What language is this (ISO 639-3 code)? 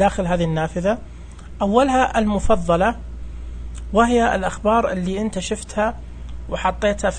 ars